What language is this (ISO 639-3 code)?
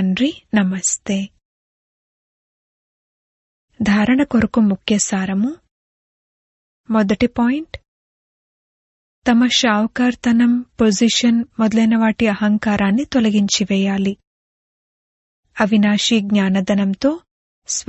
tel